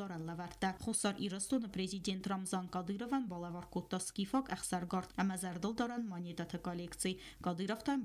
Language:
Ossetic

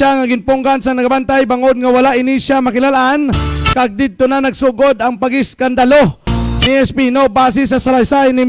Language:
Hiligaynon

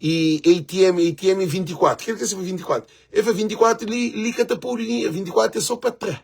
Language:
Kabuverdianu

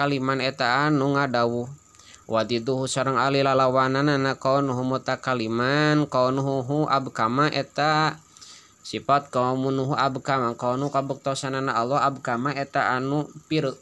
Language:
Sundanese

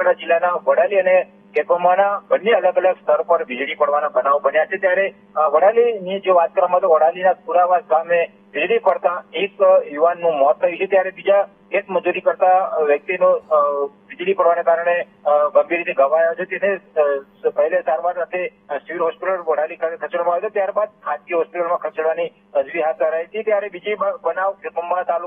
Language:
Gujarati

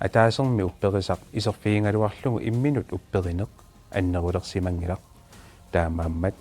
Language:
Kalaallisut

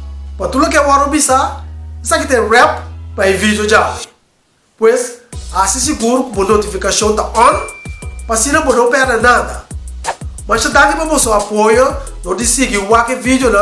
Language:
Papiamento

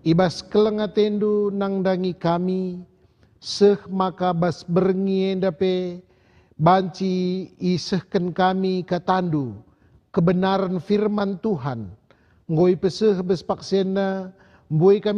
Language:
Batak Karo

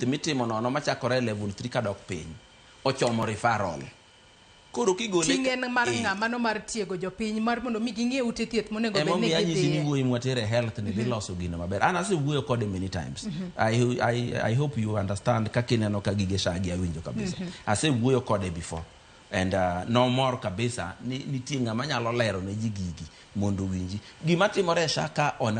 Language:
Luo (Kenya and Tanzania)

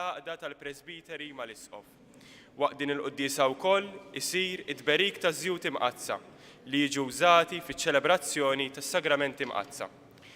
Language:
Maltese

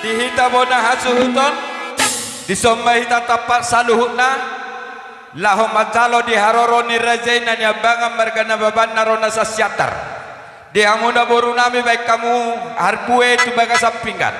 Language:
Batak Toba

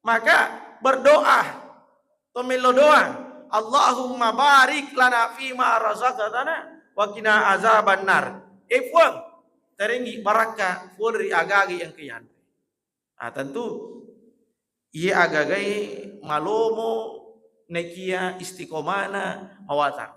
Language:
Buginese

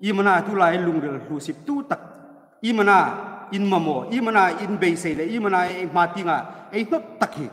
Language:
Hmar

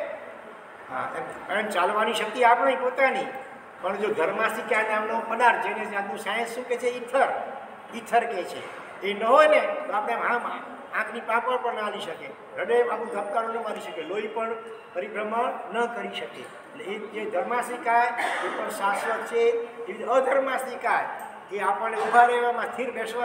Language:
Gujarati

